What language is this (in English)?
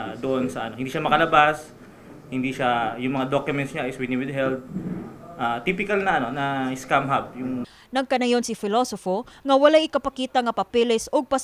Cebuano